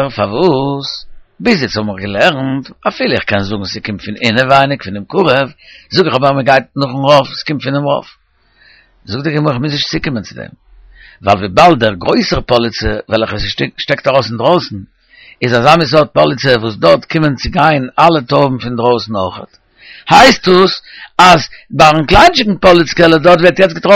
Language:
Yiddish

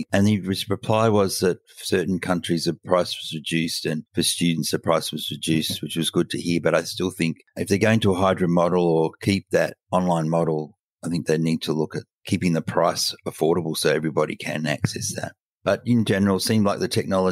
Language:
English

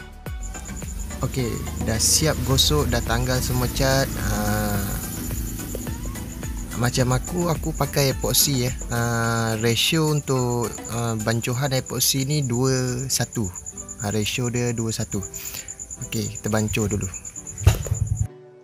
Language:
Malay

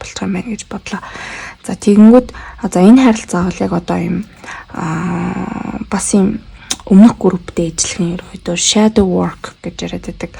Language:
Mongolian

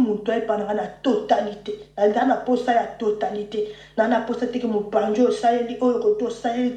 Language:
Lingala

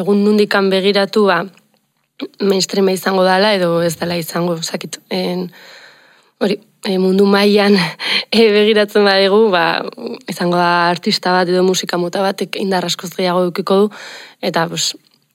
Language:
Basque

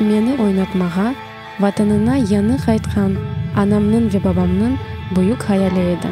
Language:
Crimean Tatar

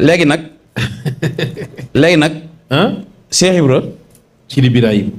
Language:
Wolof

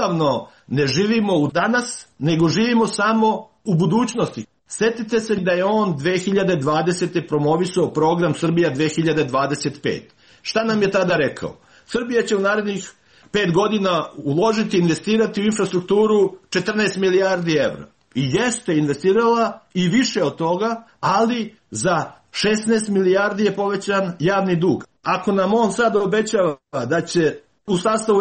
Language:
Serbian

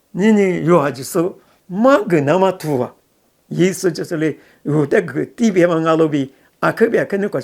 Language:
Lisu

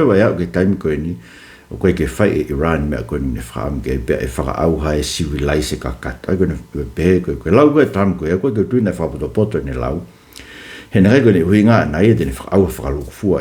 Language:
Tongan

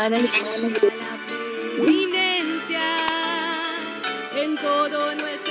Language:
Spanish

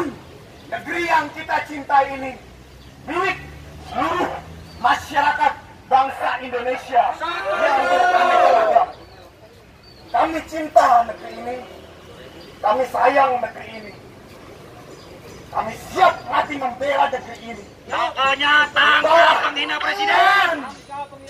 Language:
Indonesian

